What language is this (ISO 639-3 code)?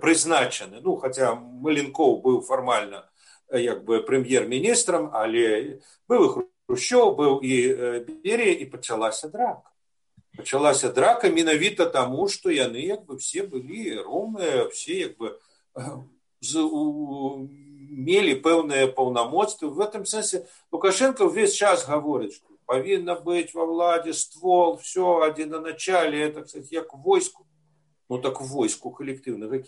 bel